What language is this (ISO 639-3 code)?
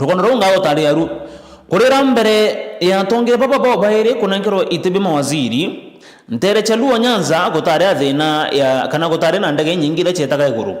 mer